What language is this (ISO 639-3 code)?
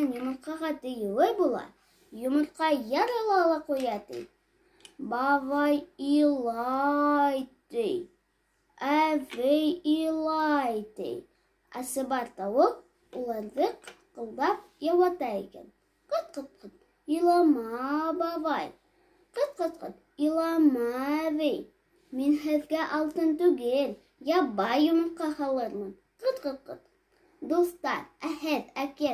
bak